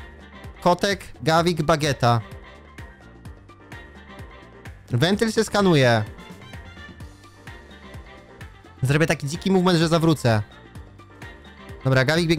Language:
Polish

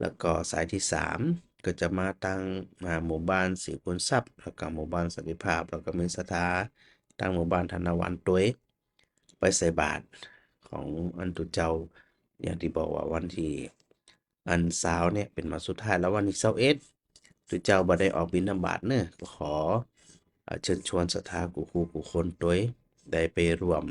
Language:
Northern Thai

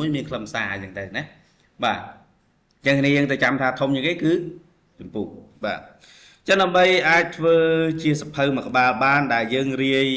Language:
Khmer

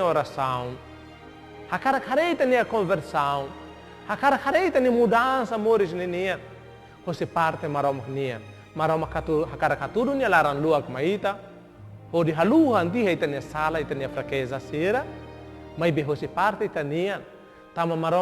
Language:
Tetum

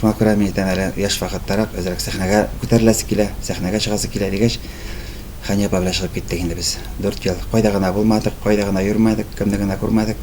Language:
Tatar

